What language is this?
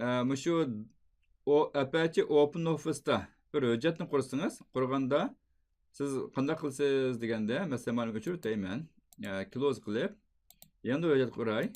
Uyghur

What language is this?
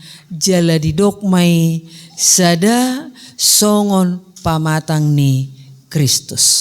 Batak Toba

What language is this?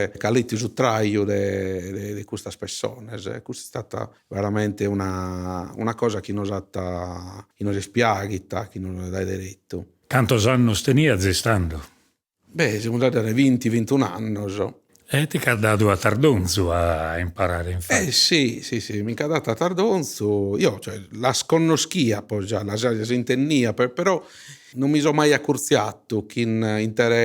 Sardinian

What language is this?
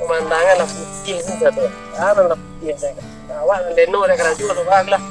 Minangkabau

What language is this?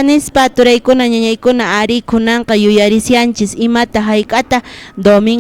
Quechua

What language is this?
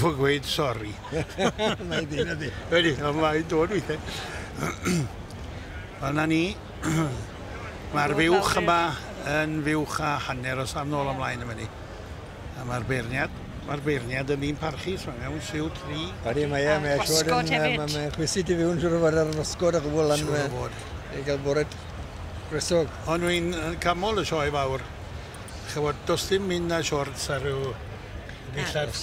Welsh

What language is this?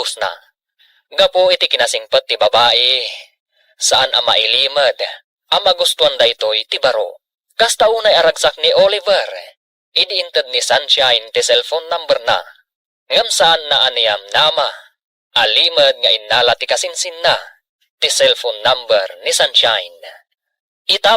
Iloko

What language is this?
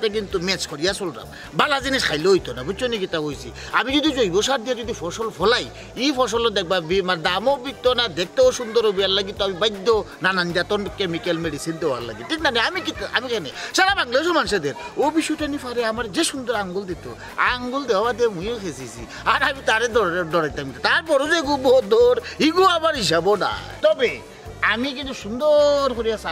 Sylheti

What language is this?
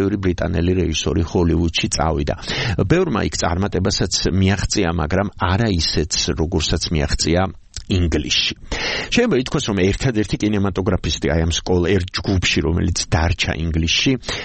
Georgian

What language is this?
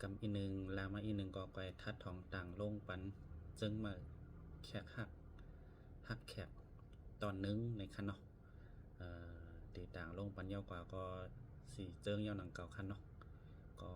Shan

